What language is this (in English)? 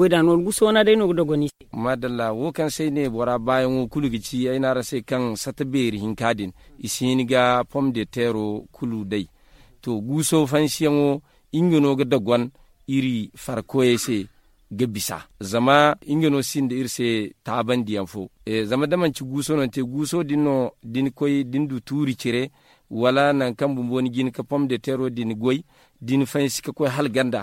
Zarma